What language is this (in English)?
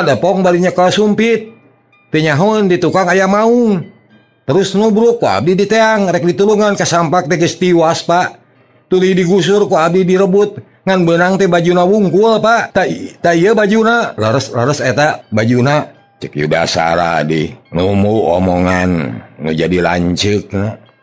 Sundanese